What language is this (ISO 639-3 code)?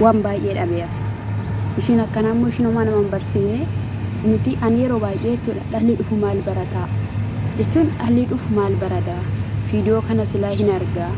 orm